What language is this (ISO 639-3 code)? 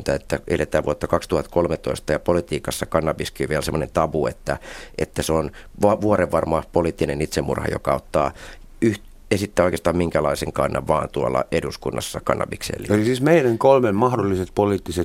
fin